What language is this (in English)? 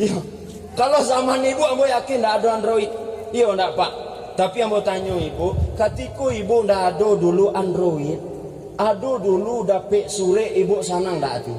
Minangkabau